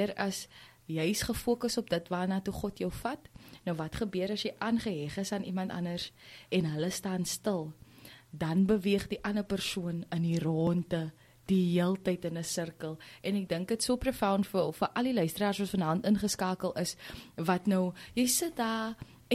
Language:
Afrikaans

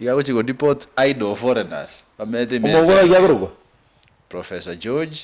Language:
Gusii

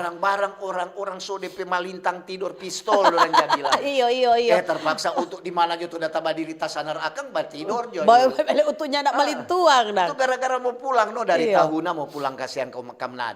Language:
Manado Malay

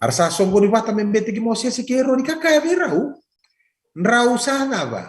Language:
Fijian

